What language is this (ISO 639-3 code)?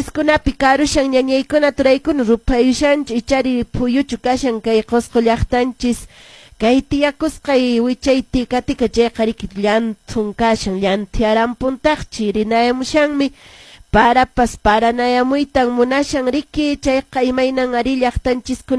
que